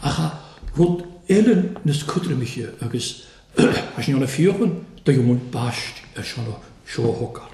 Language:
Welsh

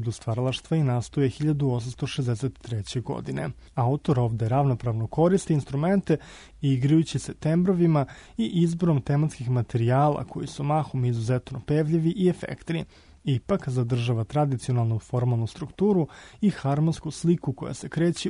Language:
Serbian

